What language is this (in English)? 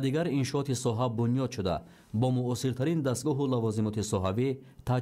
Tajik